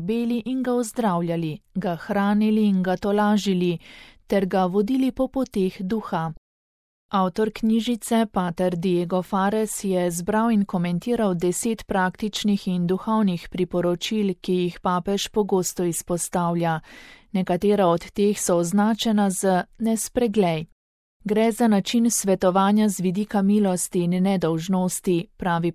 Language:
Slovenian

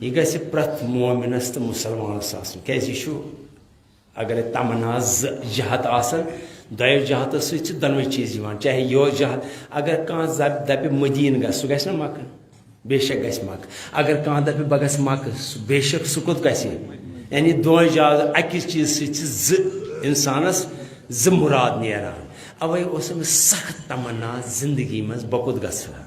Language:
Kashmiri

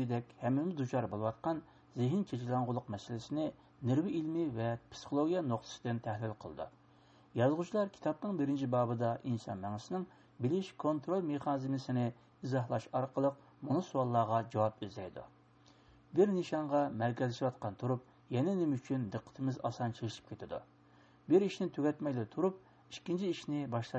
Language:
Uyghur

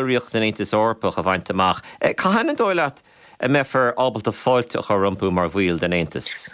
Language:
Irish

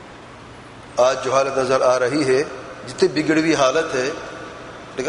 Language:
Urdu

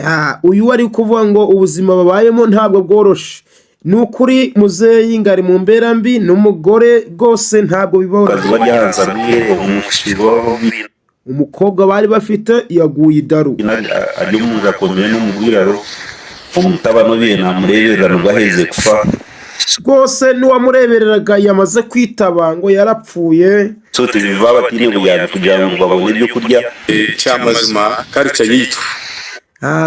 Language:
Kinyarwanda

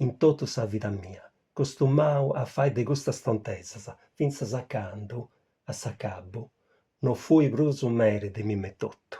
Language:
Sardinian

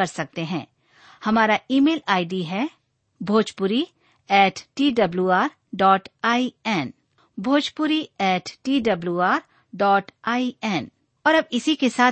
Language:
Bhojpuri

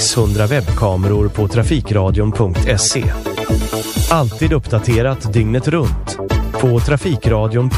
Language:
Swedish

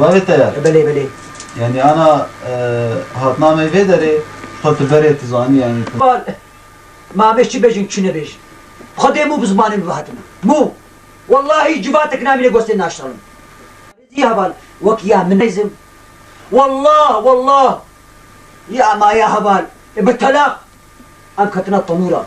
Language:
Kurdish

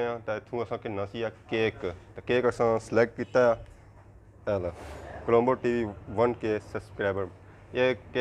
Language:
Pahari-Potwari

